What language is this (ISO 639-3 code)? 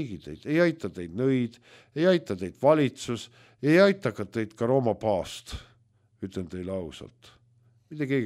est